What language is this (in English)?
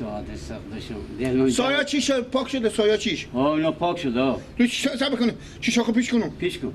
Persian